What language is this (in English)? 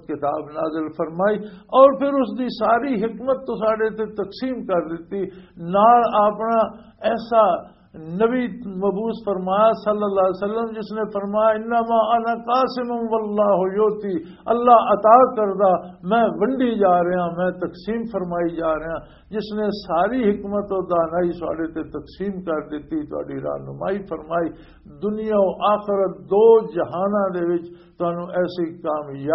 Western Panjabi